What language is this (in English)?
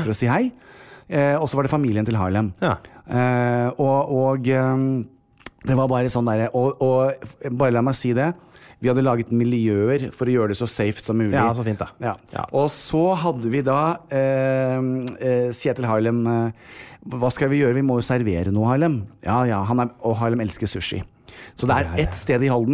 Norwegian